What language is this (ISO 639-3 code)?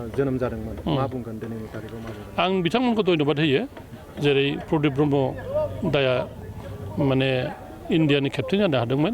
brx